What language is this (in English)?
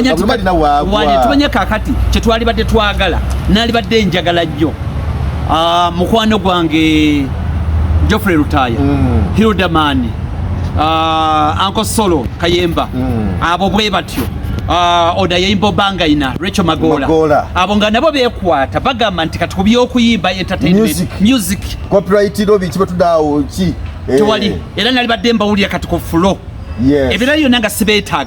Ganda